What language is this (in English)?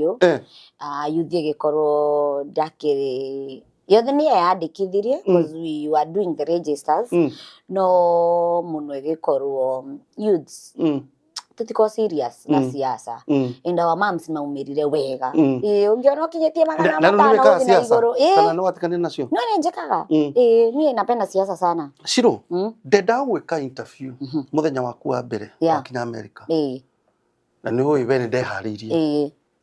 Kikuyu